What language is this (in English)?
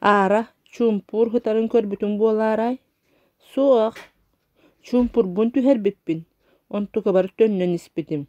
Yakut